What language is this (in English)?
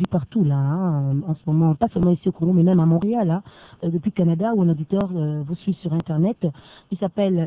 French